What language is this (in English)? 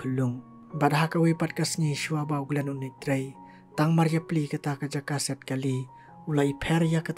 Khasi